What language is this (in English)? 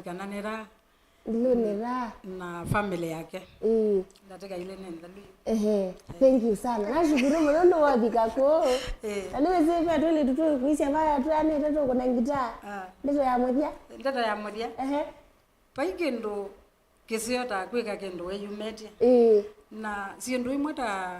Kamba